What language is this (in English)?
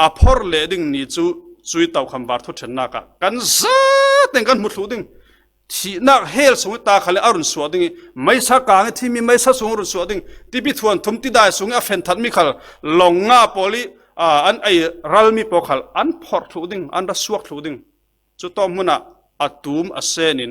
Falam Chin